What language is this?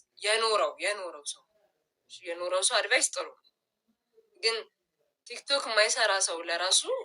Amharic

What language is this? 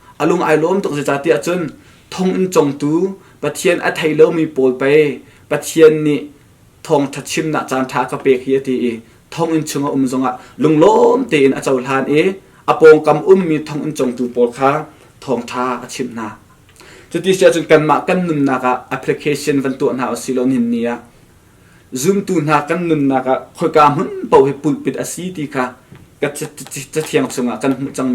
Hakha Chin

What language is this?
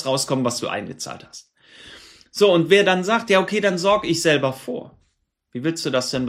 German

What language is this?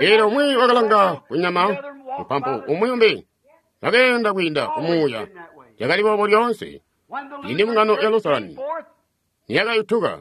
Tonga (Zambia)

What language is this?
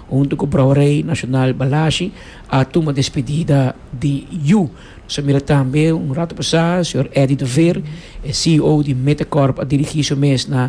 Papiamento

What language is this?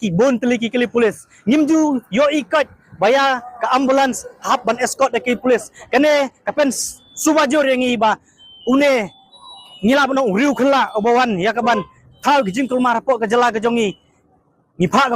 Khasi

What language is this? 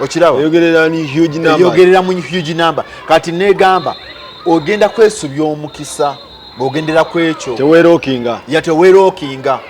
Ganda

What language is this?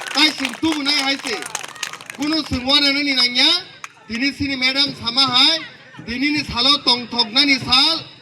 Kok Borok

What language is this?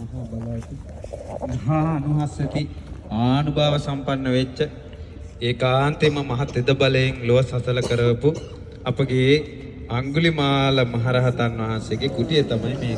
Sinhala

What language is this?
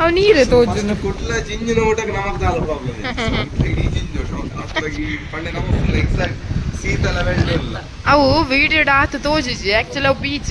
Tulu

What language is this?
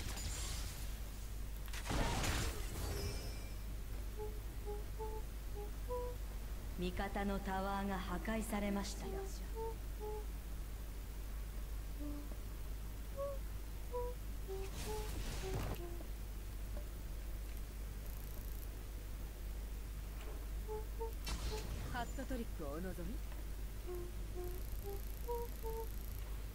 Japanese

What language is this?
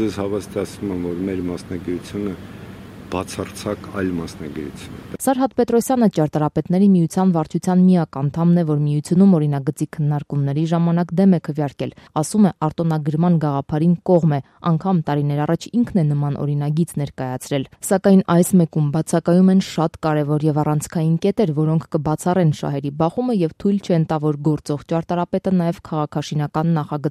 Armenian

